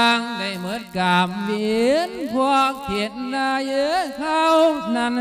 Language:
Lao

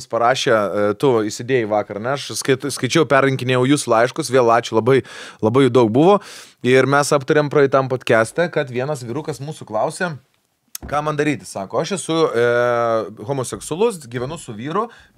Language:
Lithuanian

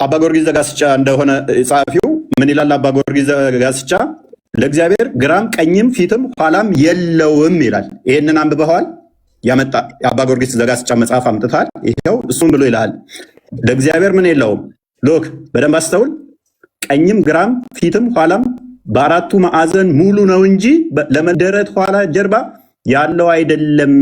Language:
Amharic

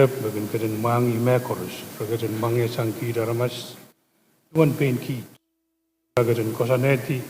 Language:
Pohnpeian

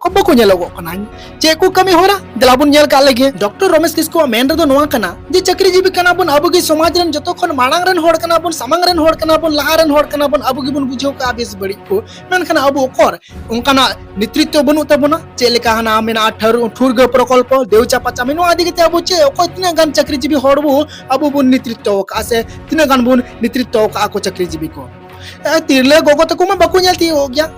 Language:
Santali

